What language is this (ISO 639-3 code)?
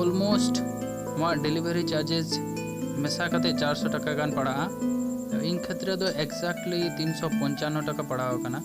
sat